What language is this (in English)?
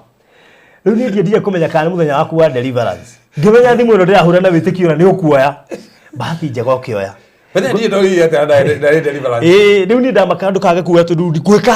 Kikuyu